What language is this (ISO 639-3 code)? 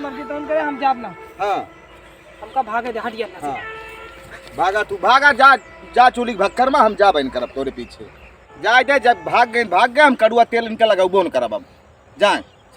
awa